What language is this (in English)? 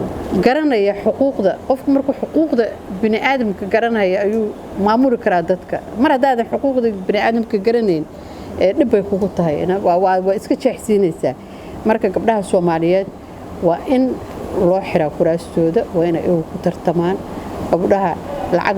Somali